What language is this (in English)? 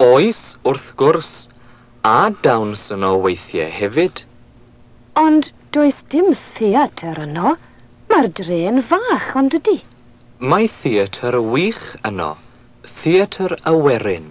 Welsh